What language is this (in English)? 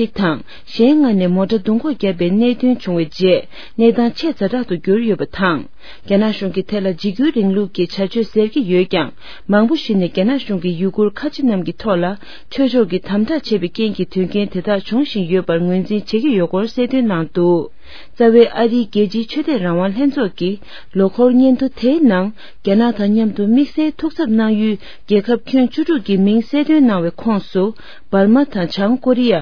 Tibetan